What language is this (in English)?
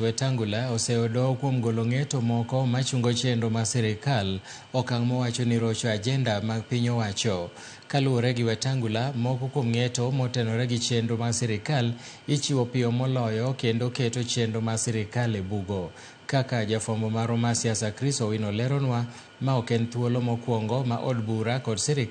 Luo (Kenya and Tanzania)